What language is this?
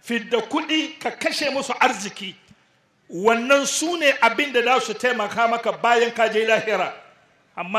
Hausa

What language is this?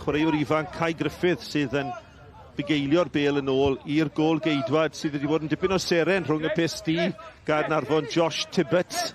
Welsh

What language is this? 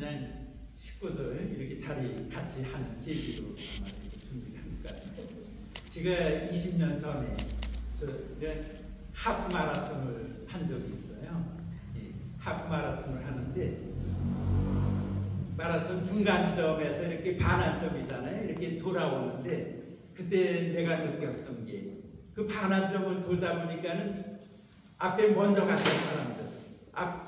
Korean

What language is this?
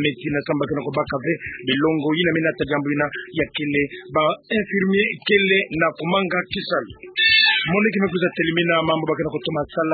Kituba (Democratic Republic of Congo)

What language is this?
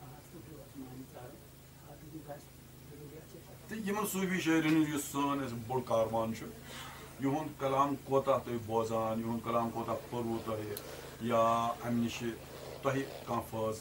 Kashmiri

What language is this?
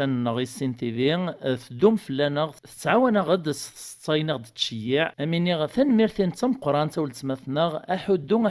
Kabyle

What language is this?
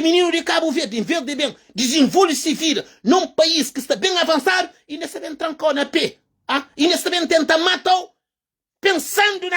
Kabuverdianu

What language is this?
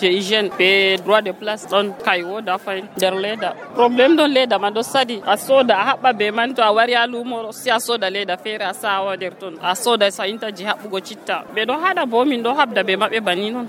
Nigerian Fulfulde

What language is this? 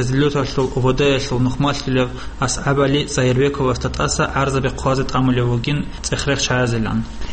Avaric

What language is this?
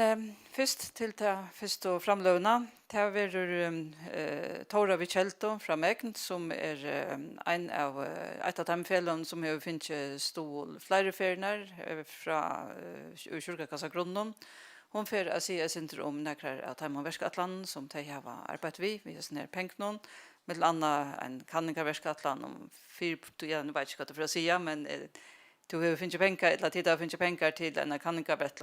Faroese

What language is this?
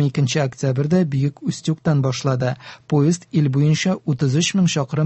Tatar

